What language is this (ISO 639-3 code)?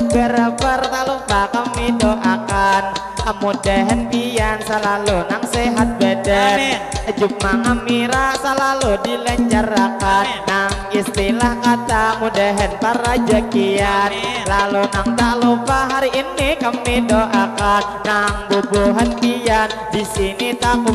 bjn